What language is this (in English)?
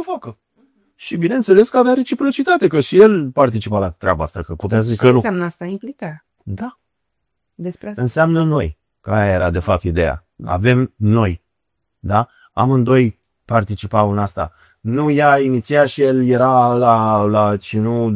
Romanian